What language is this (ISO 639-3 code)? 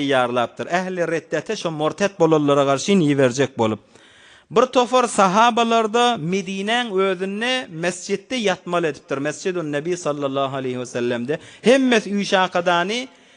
tuk